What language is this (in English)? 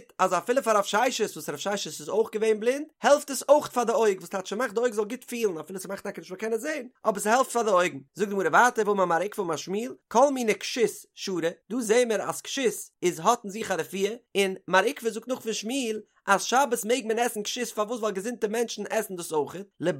Yiddish